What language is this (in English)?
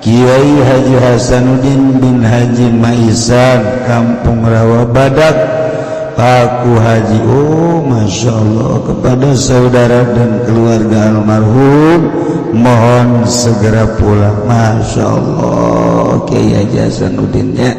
Sundanese